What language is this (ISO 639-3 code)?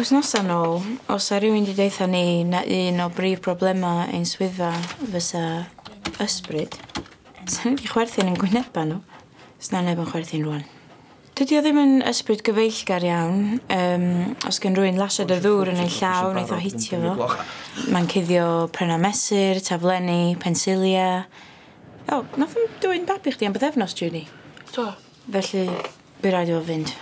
cym